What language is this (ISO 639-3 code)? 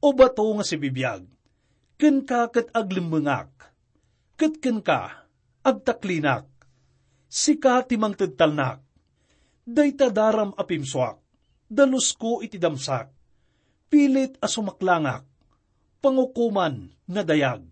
ilo